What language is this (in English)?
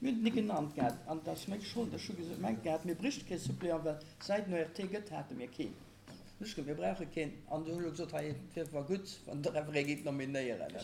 Luxembourgish